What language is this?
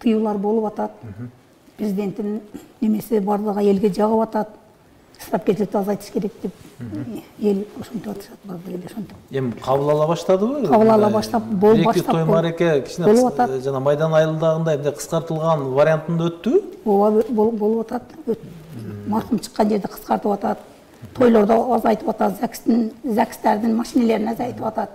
Kyrgyz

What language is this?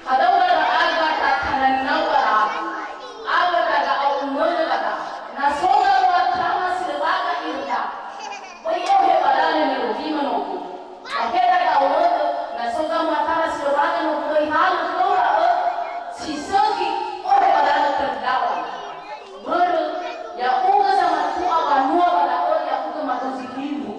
Nias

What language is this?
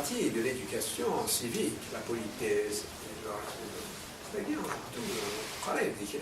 Kabyle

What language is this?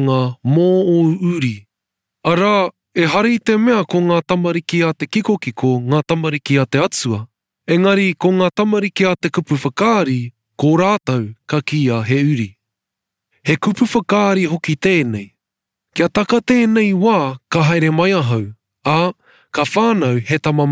Māori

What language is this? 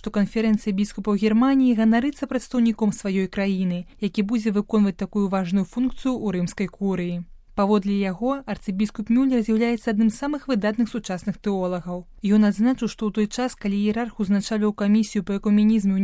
Belarusian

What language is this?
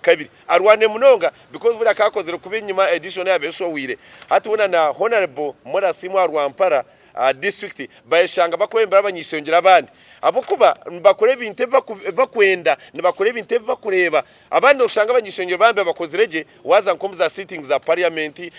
Nyankole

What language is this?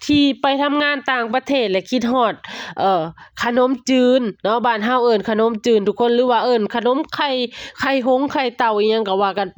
Lao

